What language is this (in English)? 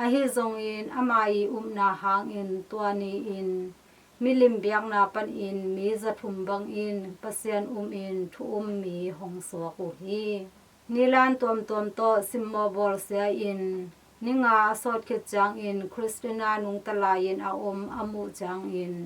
Tedim Chin